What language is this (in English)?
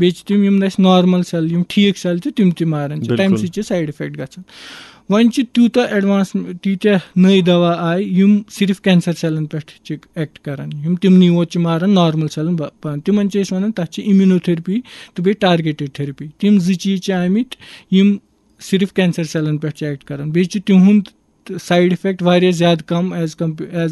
Kashmiri